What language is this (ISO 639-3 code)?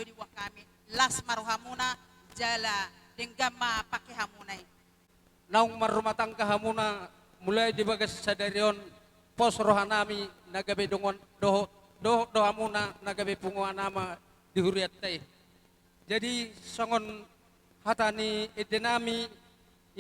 bbc